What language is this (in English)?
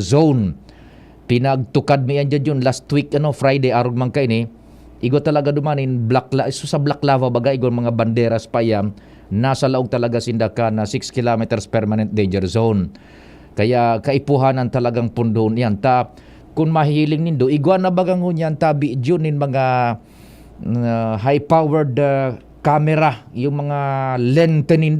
Bikol